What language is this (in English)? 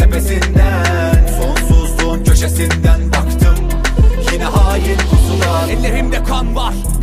Turkish